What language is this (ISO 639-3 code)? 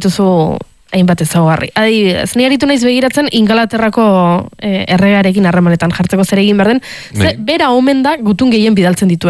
eus